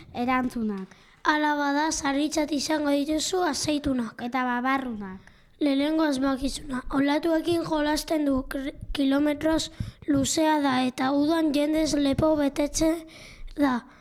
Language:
Basque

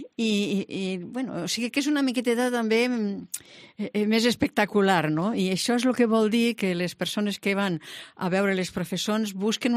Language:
Catalan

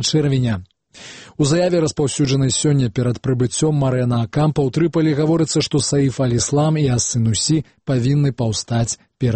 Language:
Belarusian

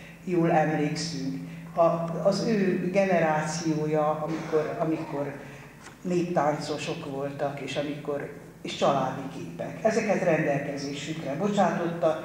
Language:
Hungarian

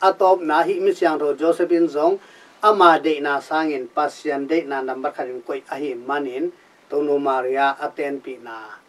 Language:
Tedim Chin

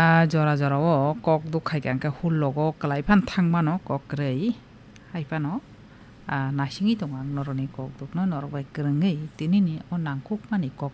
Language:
Kok Borok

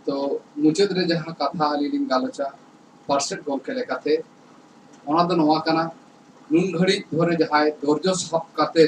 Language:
Santali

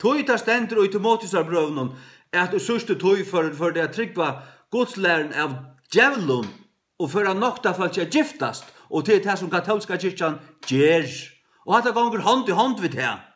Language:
Faroese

